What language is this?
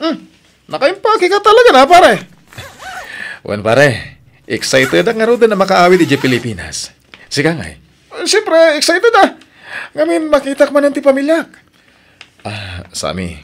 Iloko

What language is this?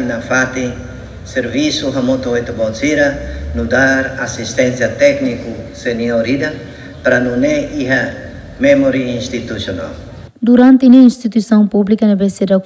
Tetum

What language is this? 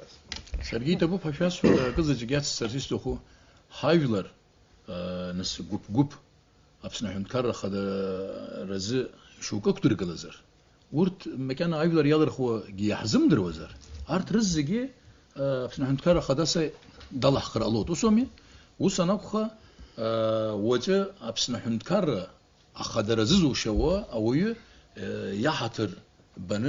Abkhazian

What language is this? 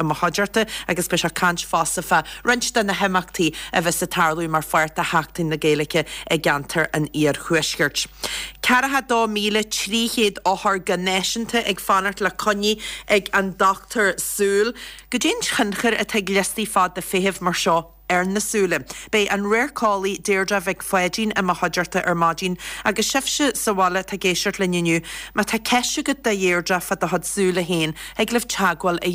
Irish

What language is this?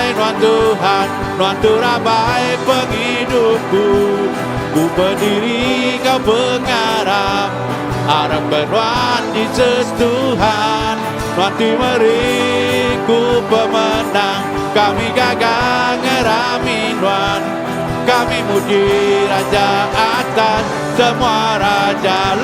Iban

